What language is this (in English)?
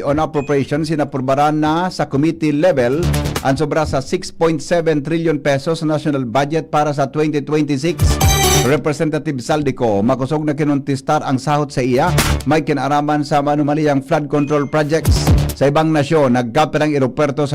Bikol